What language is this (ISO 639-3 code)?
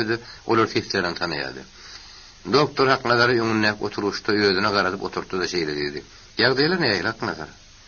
tuk